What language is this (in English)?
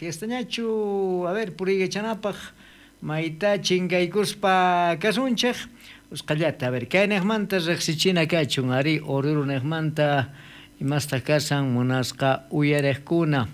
South Bolivian Quechua